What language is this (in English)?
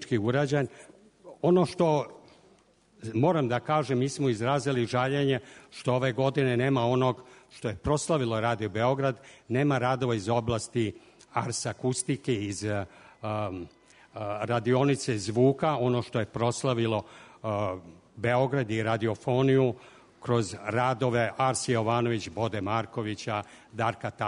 Serbian